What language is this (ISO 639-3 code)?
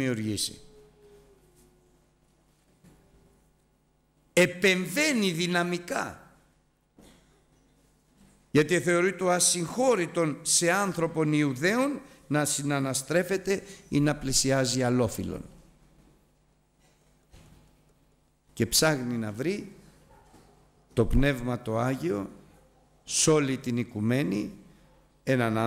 ell